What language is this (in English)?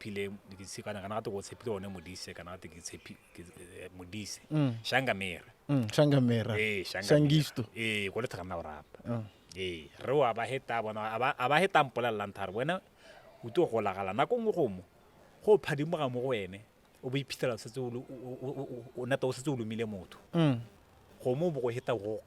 Tswana